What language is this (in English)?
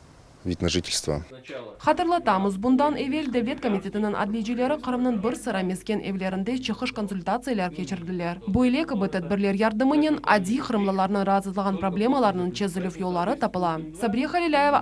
Crimean Tatar